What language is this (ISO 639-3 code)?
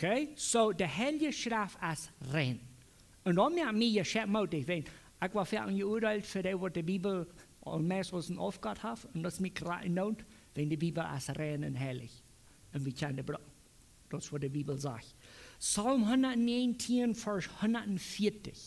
pdt